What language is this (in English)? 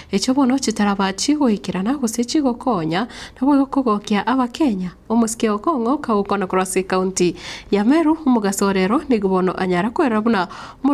Gusii